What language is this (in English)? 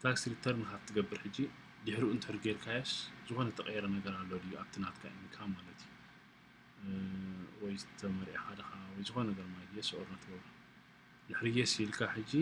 Tigrinya